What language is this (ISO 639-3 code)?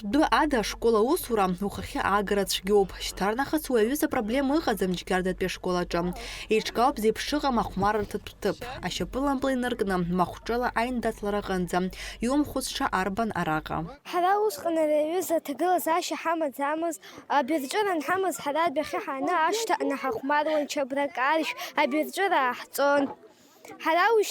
abk